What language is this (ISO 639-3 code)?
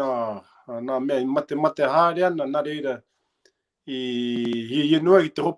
mri